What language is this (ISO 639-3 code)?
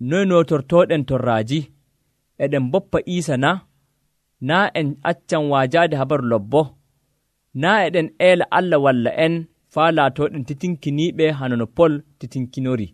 fuv